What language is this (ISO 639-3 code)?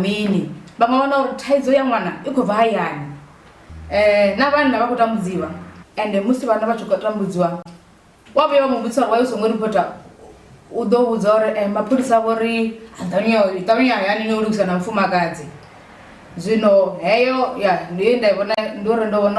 ven